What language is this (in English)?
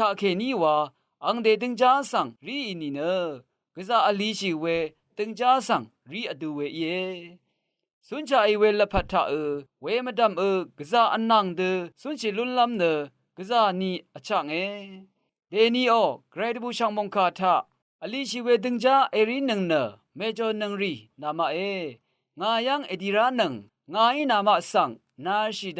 Rawang